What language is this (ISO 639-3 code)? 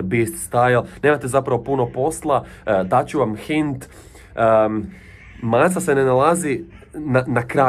hrv